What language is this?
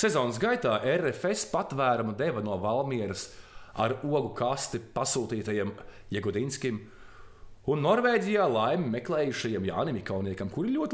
Latvian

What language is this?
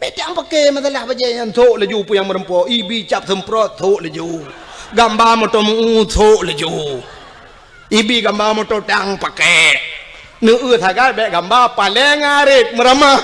Achinese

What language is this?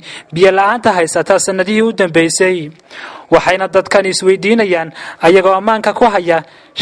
Somali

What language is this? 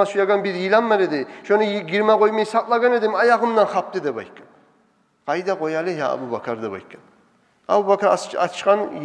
Kumyk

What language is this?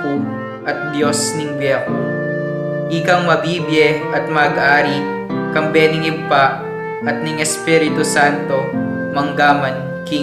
Pampanga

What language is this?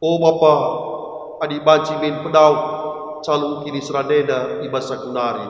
Batak Karo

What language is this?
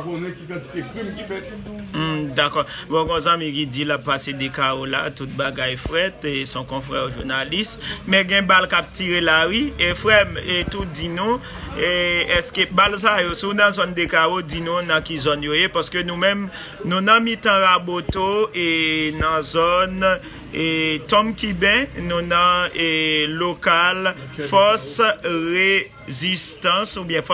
Haitian Creole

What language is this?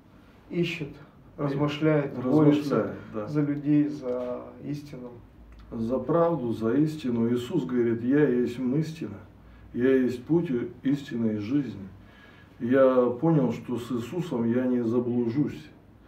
Russian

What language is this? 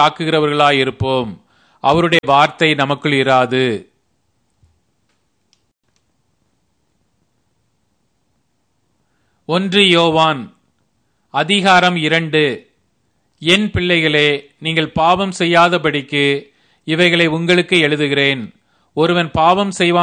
Tamil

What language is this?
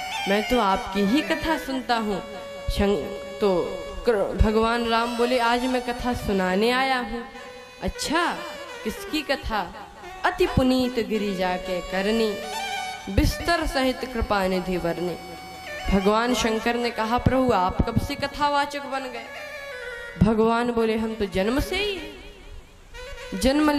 Hindi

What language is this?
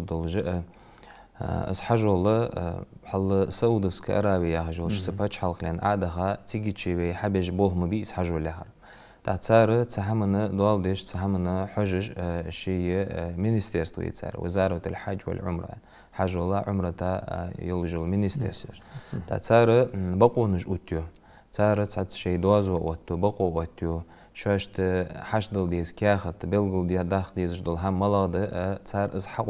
Ingush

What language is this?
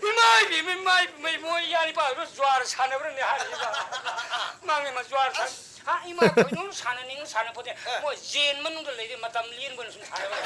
Manipuri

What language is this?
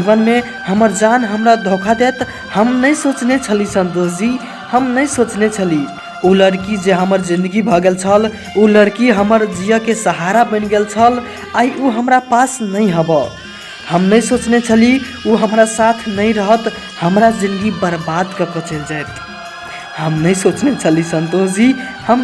Maithili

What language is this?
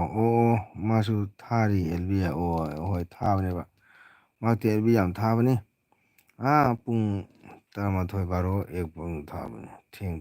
Manipuri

